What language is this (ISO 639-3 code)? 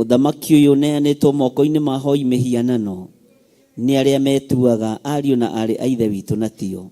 kik